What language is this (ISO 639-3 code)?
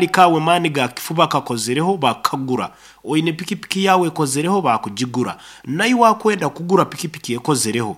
nyn